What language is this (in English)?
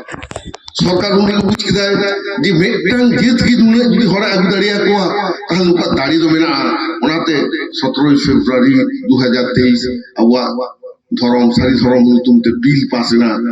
Santali